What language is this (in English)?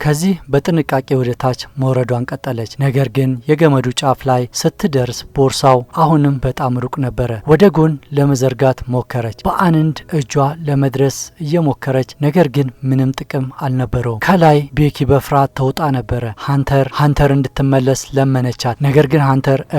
Amharic